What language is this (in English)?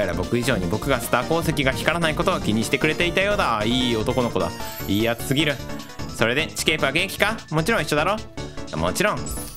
Japanese